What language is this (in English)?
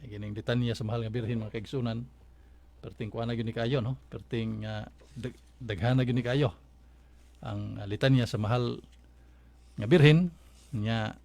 Cebuano